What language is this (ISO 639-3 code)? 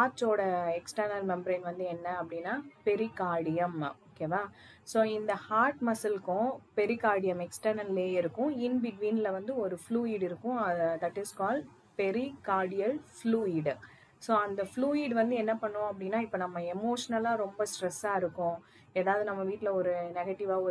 tam